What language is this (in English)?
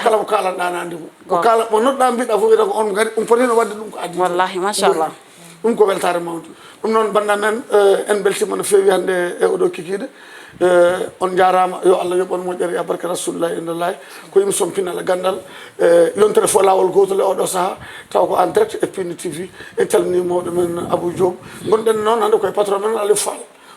Fula